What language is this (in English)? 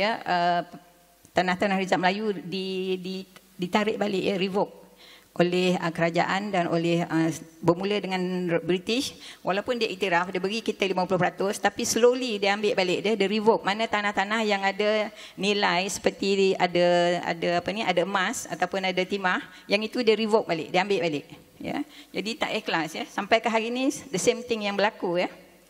Malay